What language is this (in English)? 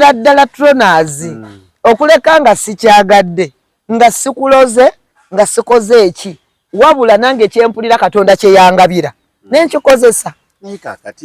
Ganda